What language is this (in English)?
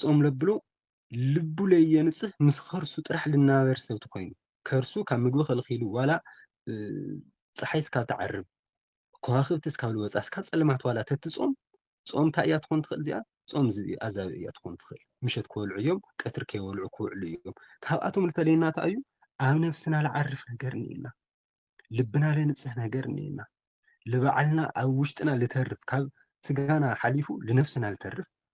Tigrinya